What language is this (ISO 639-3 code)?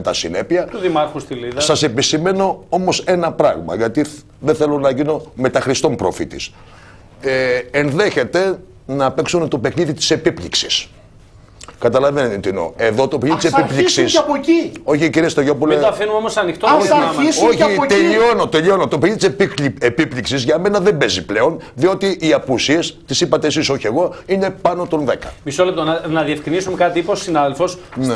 ell